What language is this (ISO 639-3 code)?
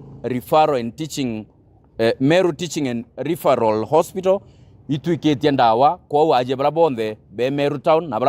mer